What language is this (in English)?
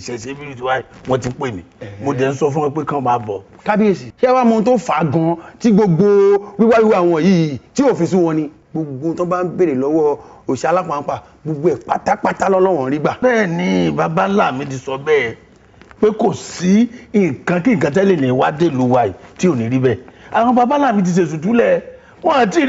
Yoruba